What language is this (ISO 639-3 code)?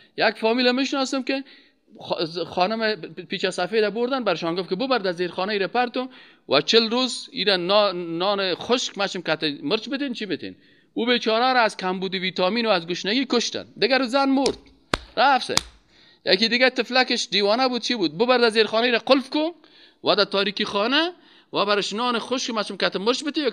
fas